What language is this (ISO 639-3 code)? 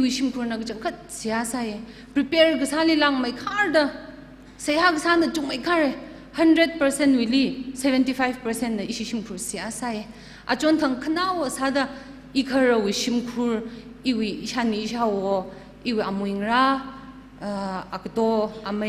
nmf